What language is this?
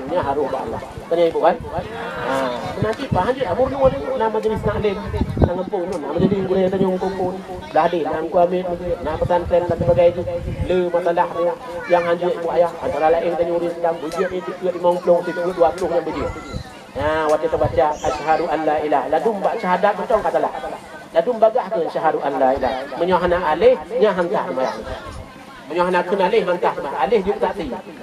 Achinese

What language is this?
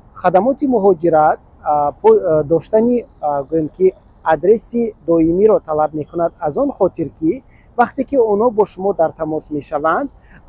Tajik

